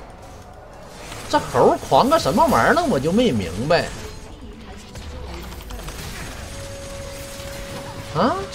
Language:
Chinese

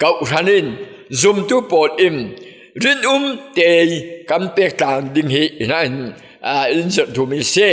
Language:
Falam Chin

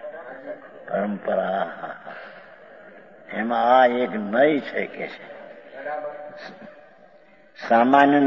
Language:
Gujarati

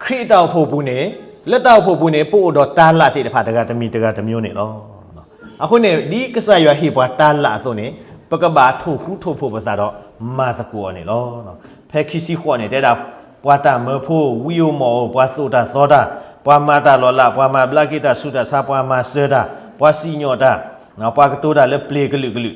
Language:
S'gaw Karen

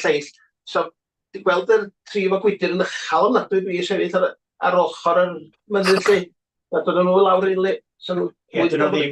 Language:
Welsh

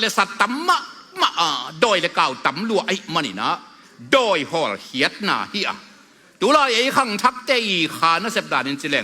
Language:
Tedim Chin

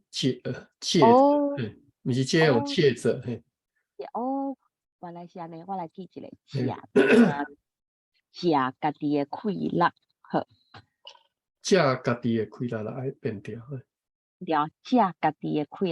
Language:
Min Nan Chinese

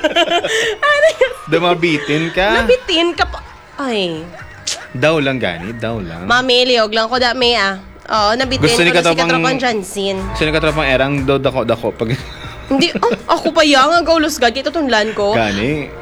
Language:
Hiligaynon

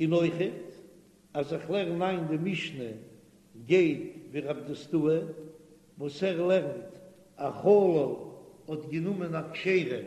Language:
Yiddish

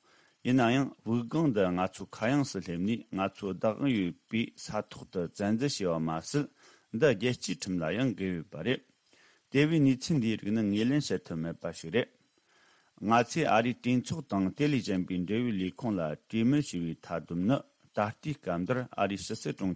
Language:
Tibetan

